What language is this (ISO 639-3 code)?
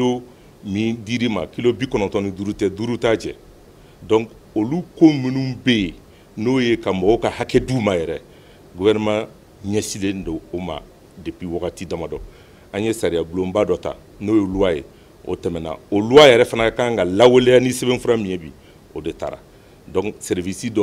bam